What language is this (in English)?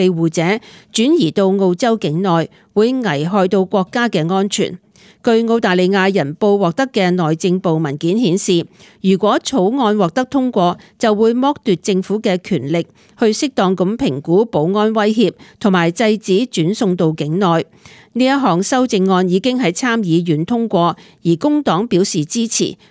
Cantonese